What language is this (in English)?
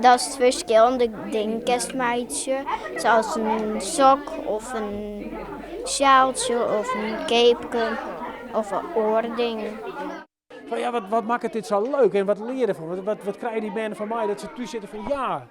Western Frisian